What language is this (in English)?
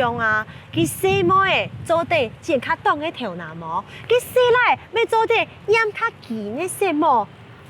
Hakka Chinese